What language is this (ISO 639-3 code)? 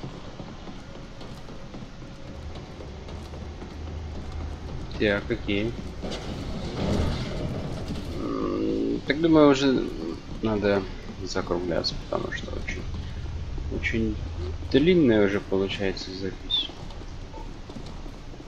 rus